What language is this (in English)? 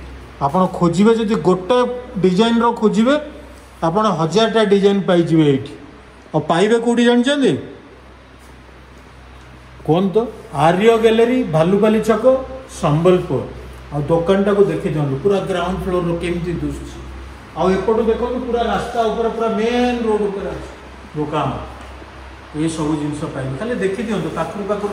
Odia